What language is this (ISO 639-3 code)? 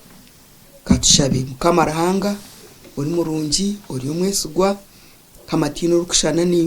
nyn